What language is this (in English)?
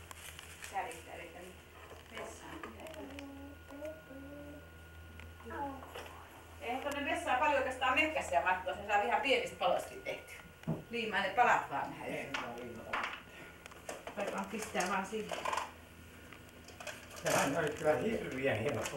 Finnish